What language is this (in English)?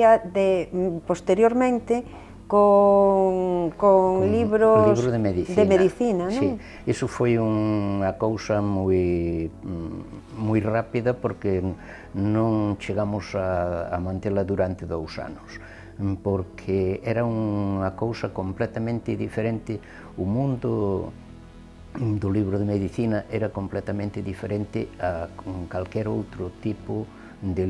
Galician